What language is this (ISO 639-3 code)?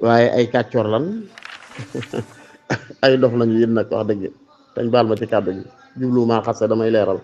wol